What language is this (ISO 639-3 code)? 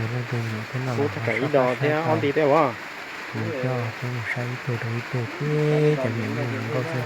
hmn